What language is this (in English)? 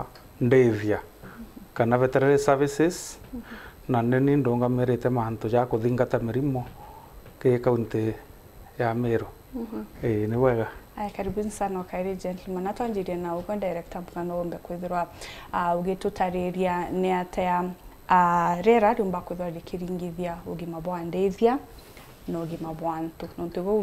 Meru